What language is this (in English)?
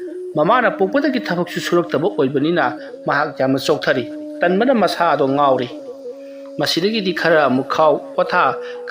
Manipuri